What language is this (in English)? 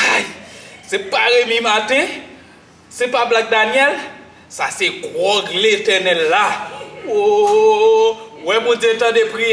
Haitian Creole